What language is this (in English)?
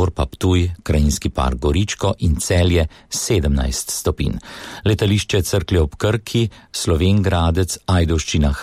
Slovenian